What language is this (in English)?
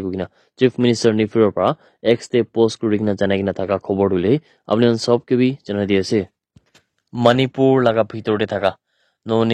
Naga Pidgin